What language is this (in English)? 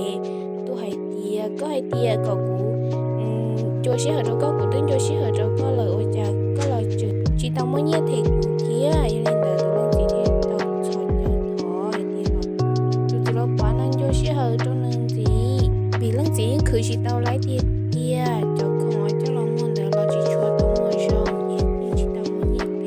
Hmong